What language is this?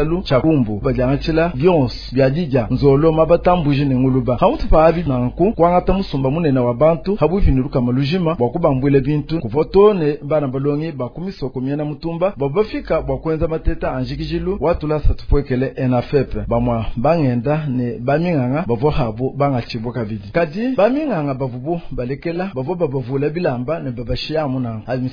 Luba-Lulua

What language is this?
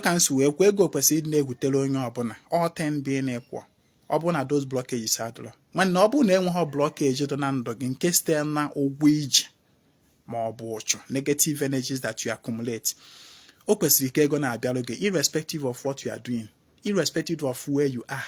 Igbo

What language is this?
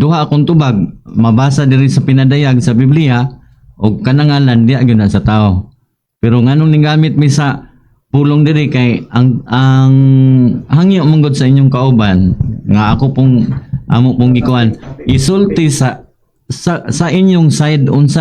Cebuano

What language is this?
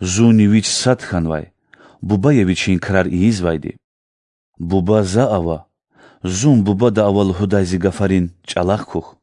Lezghian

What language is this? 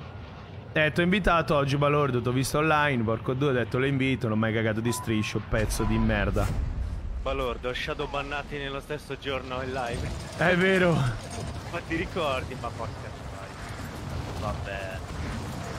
Italian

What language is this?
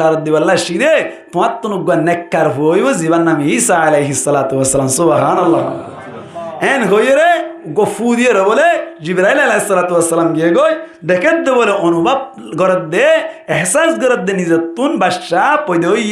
Rohingya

